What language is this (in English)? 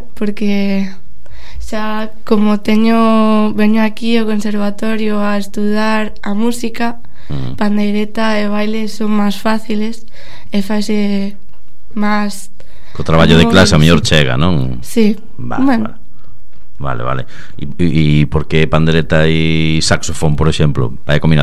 Galician